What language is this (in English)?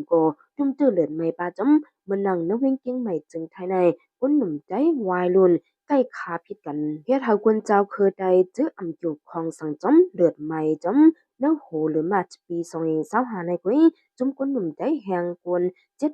Shan